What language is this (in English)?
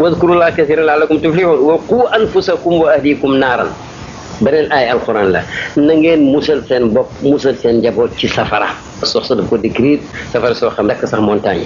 Wolof